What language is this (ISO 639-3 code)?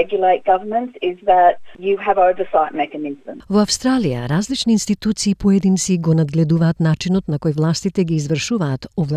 mkd